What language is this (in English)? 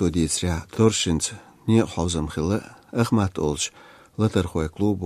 Latvian